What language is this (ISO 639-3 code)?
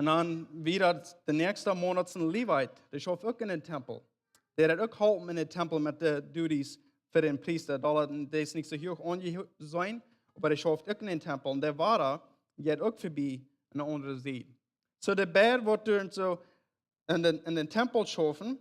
pdt